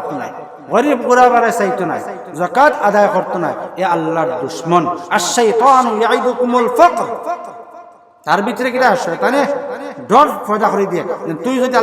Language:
Sylheti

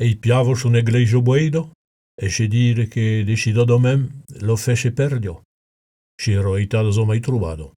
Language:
Occitan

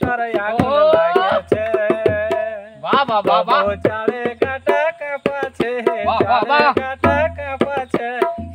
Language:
Bangla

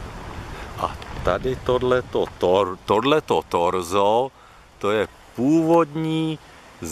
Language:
Czech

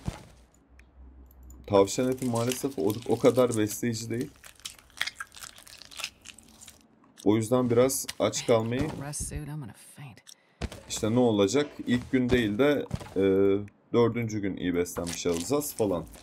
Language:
Turkish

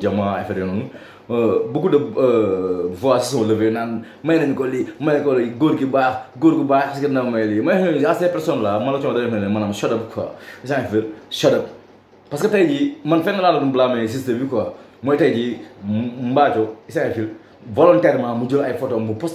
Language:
Wolof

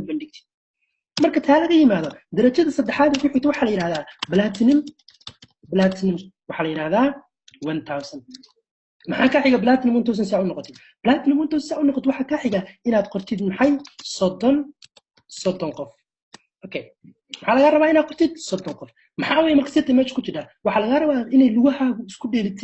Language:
Somali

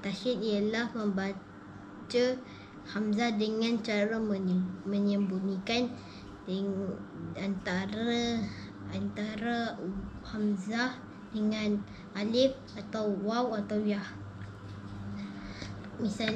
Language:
Malay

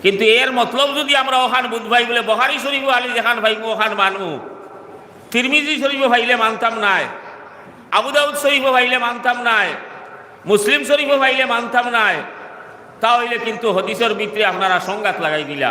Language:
Sylheti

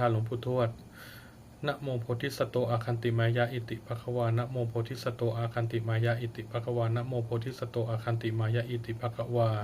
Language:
Pali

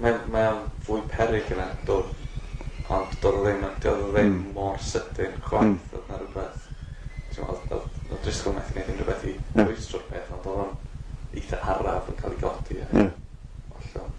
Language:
Welsh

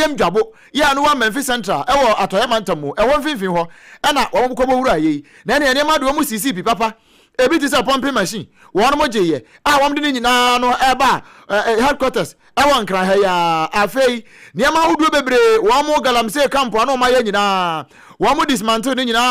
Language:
Akan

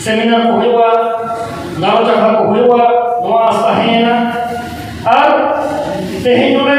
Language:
Santali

